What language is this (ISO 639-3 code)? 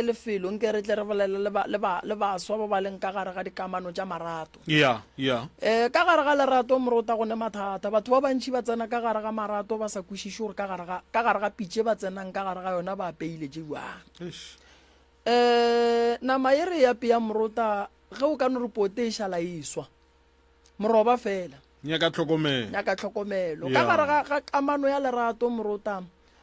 nso